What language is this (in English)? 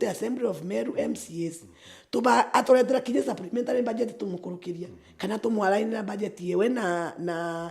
Meru